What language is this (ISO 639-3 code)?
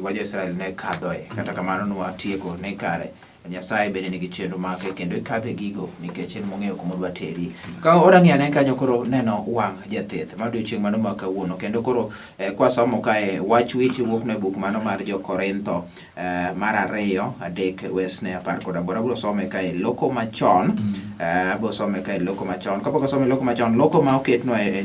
luo